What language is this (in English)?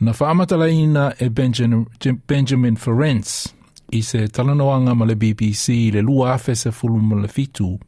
Samoan